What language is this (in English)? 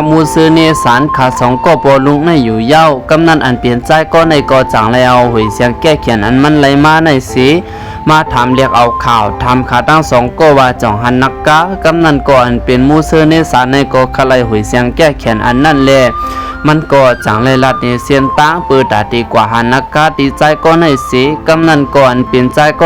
Shan